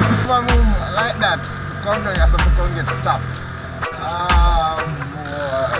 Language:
Jamaican Creole English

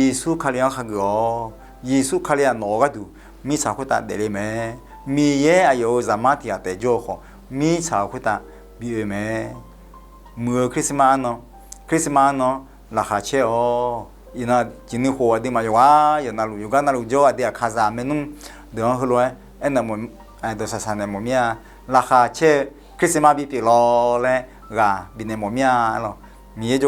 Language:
Akha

